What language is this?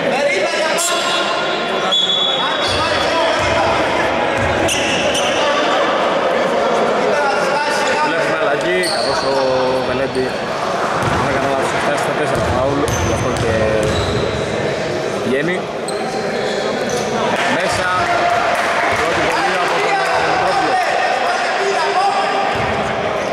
Greek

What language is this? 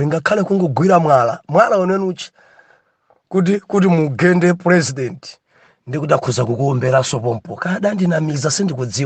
Nyanja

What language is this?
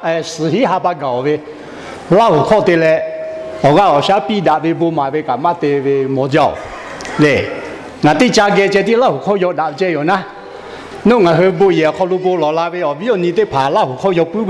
Lahu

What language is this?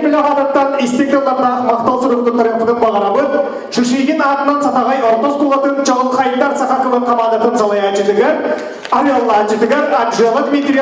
Yakut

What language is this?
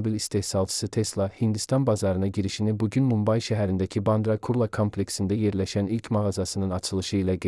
Azerbaijani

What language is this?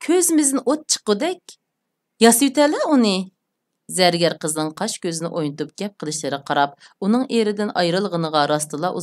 Uyghur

